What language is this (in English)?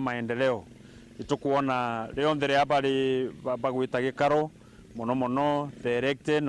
Meru